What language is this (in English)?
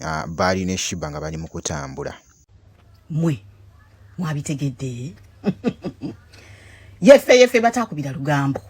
Ganda